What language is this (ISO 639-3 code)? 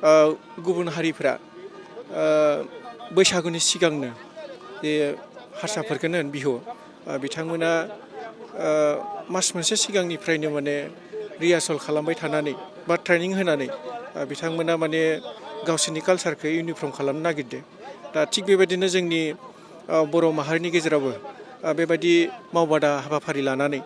brx